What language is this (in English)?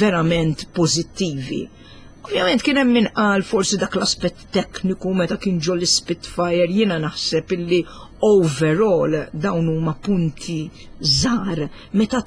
Maltese